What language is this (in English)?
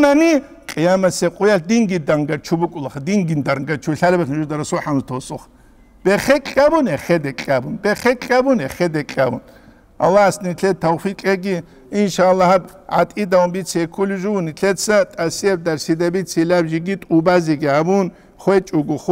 Avaric